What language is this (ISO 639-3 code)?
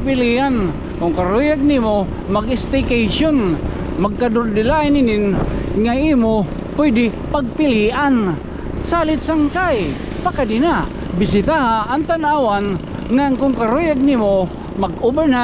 war